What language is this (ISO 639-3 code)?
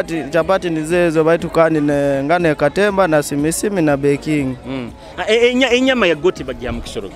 nyo